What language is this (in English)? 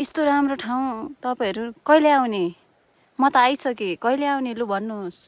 Nepali